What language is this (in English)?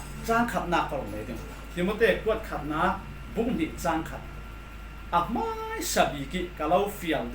Falam Chin